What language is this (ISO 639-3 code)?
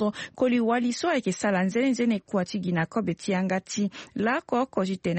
sag